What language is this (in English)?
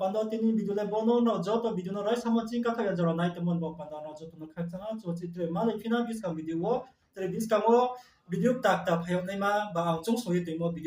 Riang (India)